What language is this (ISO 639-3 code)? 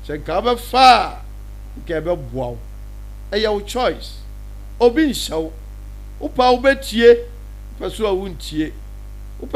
aka